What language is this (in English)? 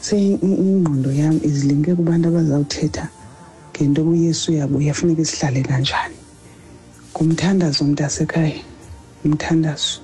Xhosa